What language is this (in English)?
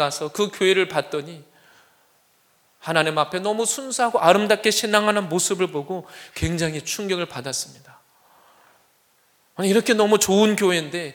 Korean